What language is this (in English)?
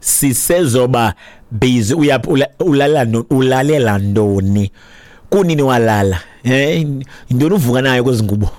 Xhosa